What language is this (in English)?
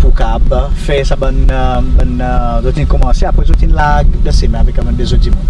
Seselwa Creole French